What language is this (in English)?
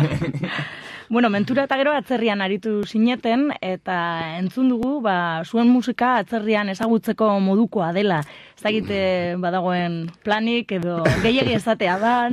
Basque